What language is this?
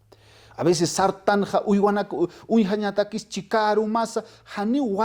Aymara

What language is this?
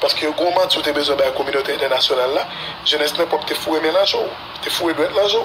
Haitian Creole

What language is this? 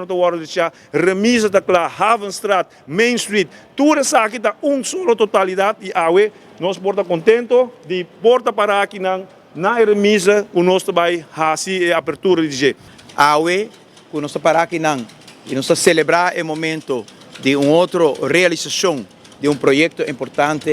Papiamento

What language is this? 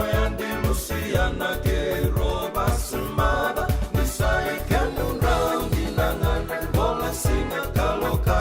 Fijian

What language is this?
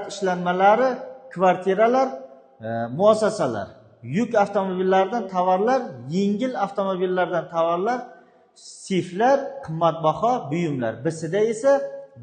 Uzbek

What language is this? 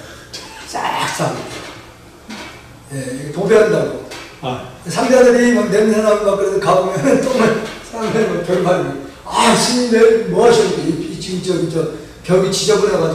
Korean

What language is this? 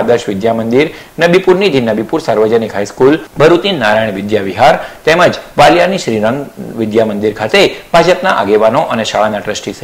Gujarati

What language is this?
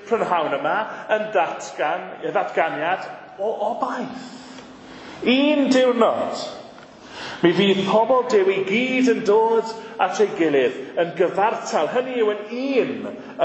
Welsh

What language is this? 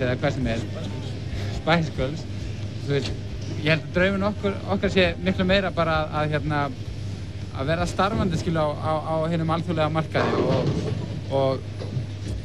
Icelandic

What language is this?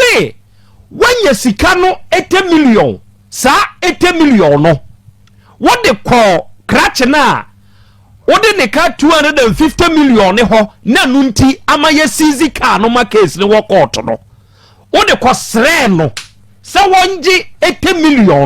Akan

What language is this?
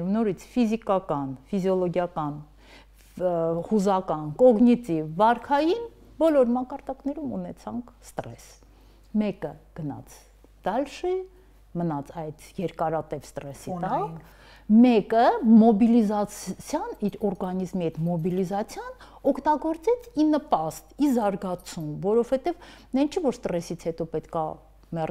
Armenian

